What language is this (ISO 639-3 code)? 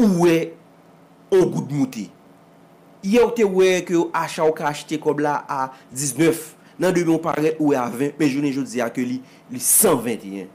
hat